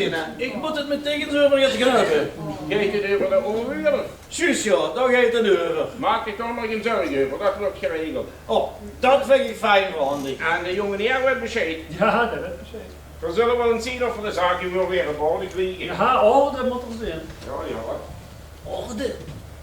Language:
Limburgish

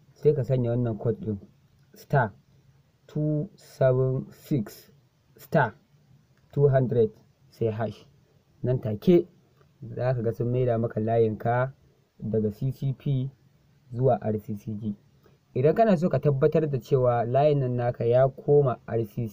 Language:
Hausa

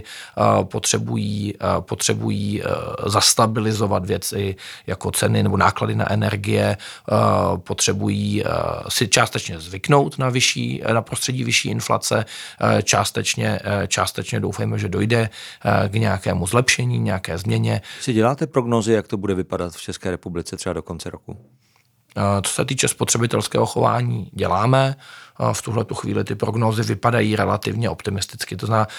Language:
Czech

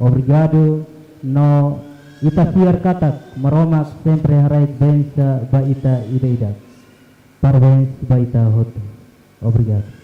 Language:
Tetum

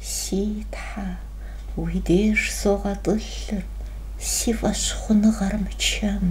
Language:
Kabardian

